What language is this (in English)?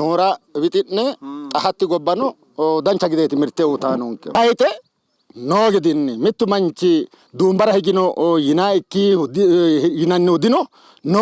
Sidamo